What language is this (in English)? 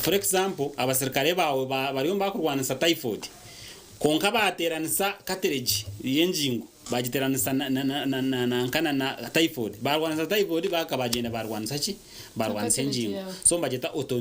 Nyankole